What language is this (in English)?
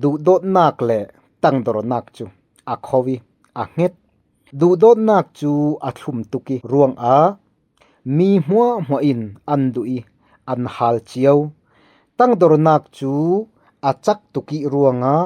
Falam Chin